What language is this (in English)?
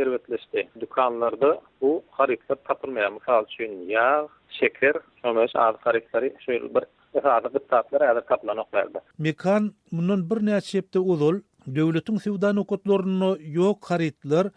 Turkmen